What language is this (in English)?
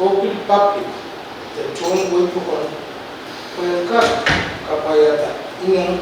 Pohnpeian